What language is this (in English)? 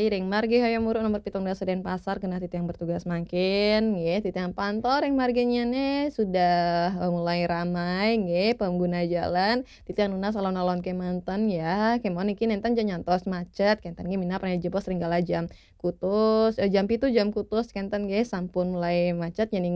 Balinese